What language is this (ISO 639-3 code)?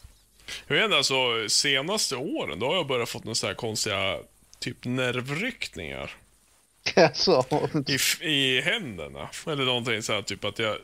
swe